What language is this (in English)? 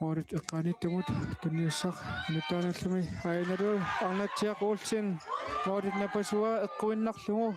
Kalaallisut